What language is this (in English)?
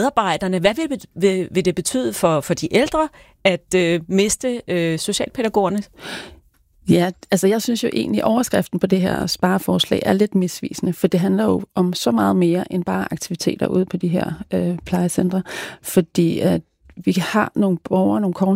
Danish